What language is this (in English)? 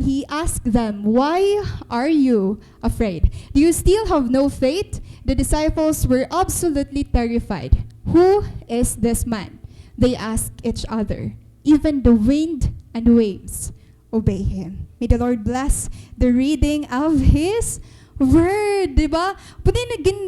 Waray